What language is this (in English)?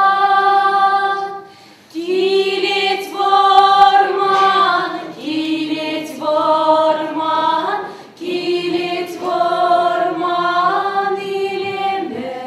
Chuvash